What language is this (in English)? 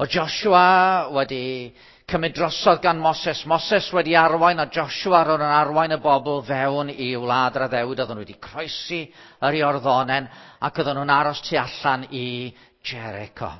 Welsh